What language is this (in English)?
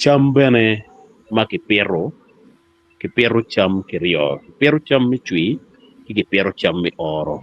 Acoli